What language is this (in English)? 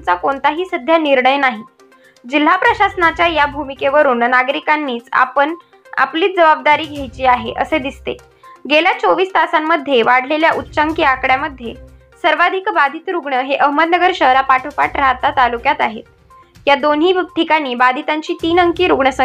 Marathi